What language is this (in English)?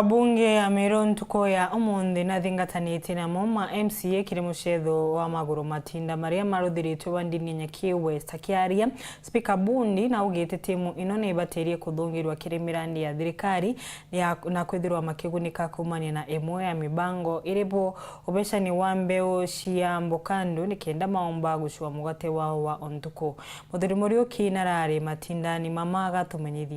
Meru